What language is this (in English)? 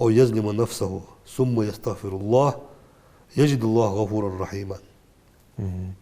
Ingush